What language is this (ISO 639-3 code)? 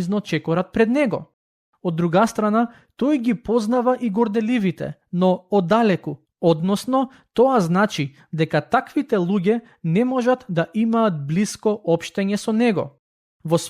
mkd